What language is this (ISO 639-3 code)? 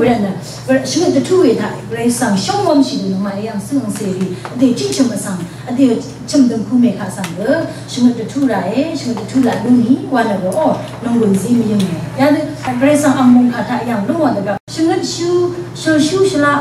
raw